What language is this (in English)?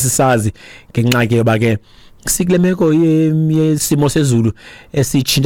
Xhosa